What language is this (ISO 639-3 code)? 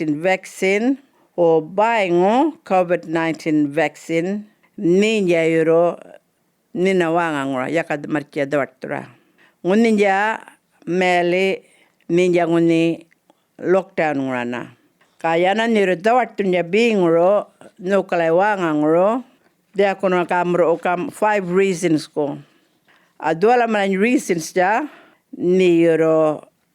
djr